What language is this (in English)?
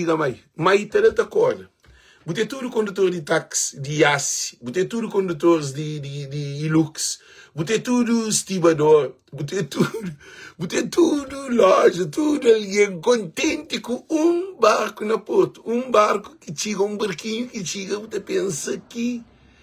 Kabuverdianu